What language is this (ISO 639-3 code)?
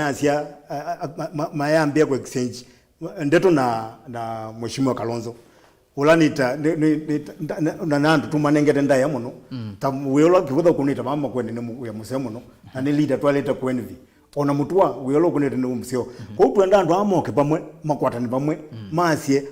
kam